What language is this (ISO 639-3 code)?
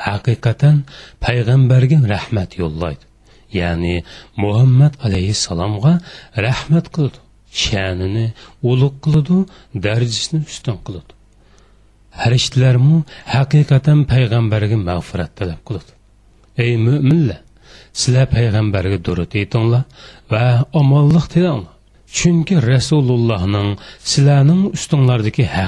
uig